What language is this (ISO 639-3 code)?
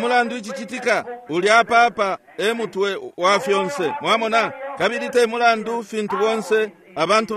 bem